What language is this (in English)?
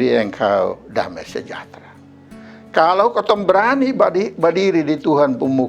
Kupang Malay